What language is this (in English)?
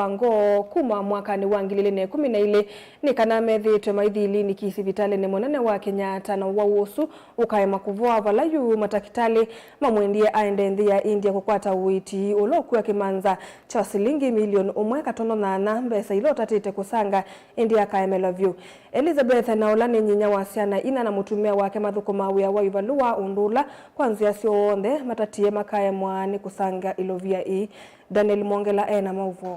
Kamba